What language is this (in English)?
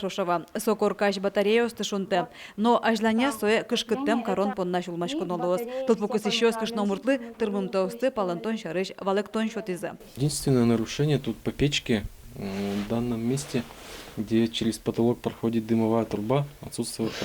Udmurt